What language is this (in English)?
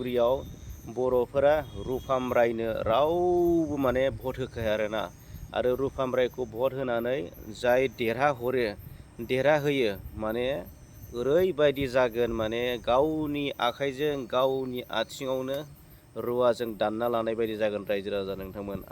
Bodo